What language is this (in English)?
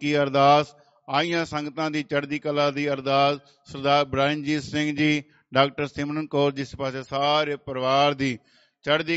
Punjabi